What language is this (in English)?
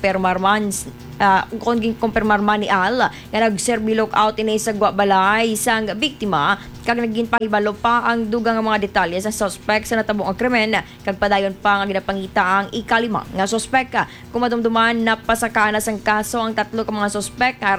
Hiligaynon